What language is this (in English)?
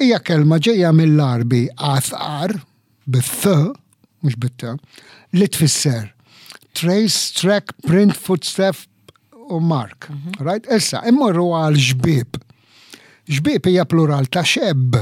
Maltese